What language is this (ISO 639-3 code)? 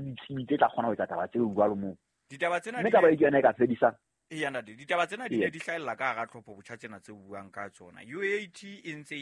sot